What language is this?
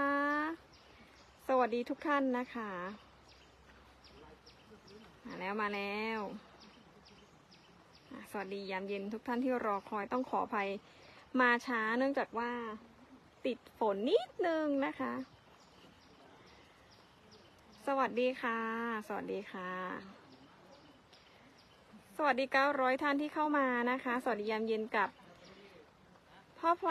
Thai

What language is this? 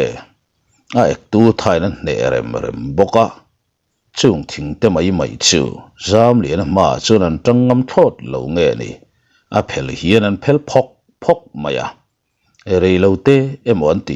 Mizo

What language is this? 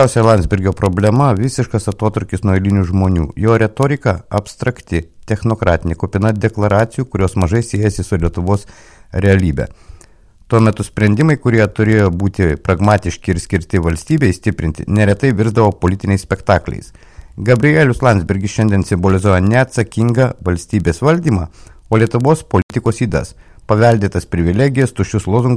Lithuanian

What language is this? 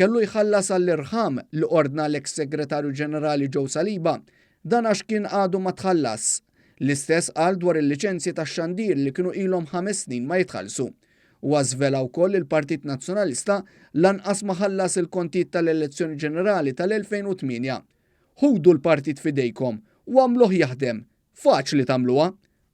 Maltese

